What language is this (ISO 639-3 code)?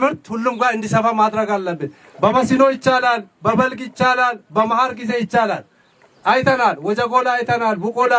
amh